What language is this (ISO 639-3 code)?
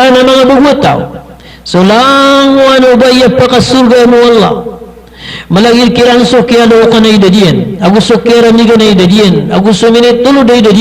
mrw